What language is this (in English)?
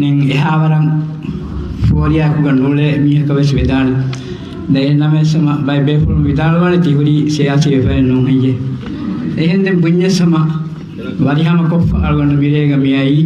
Divehi